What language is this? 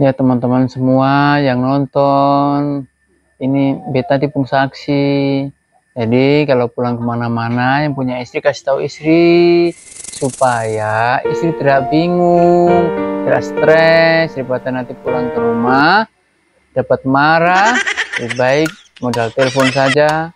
Ambonese Malay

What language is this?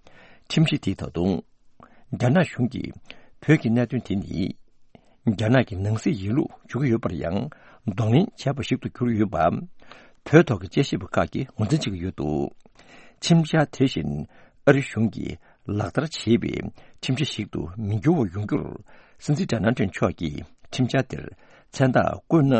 Tibetan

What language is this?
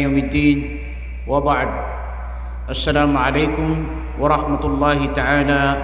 Maranao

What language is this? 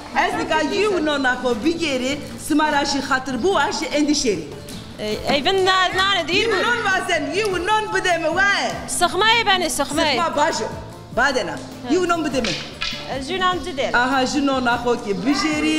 Zaza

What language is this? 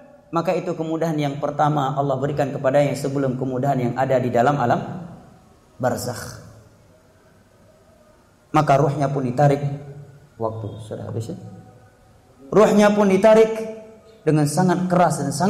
Indonesian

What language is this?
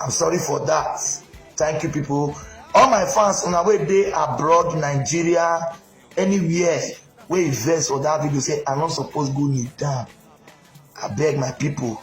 Nigerian Pidgin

